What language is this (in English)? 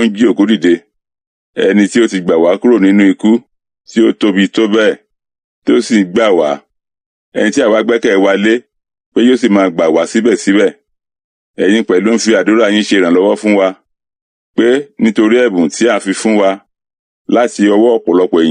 Yoruba